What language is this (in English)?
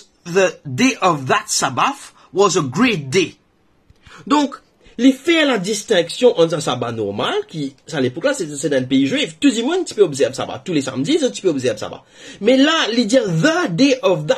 Morisyen